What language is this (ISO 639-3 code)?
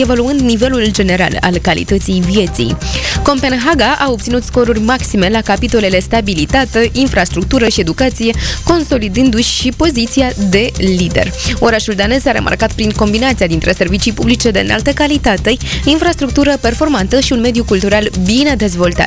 ron